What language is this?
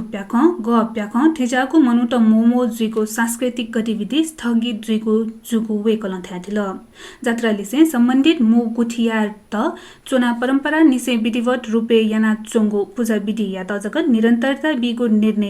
Newari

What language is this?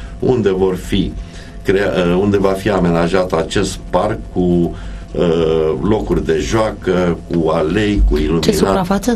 Romanian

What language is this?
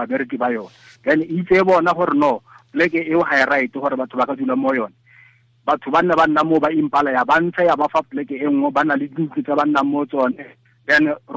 Tswana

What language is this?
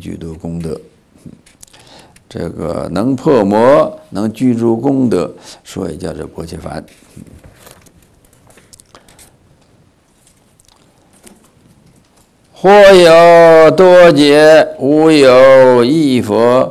Chinese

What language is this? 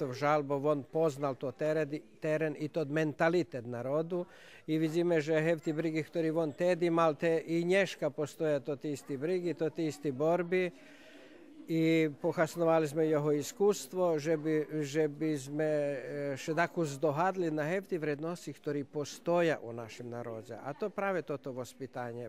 Rusyn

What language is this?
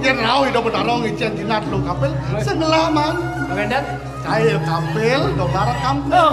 Balinese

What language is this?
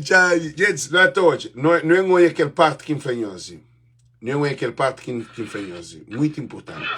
Kabuverdianu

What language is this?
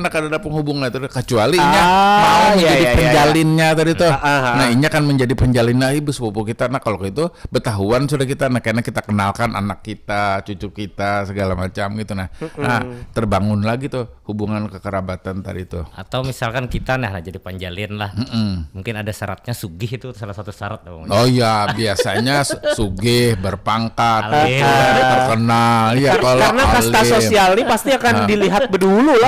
Banjar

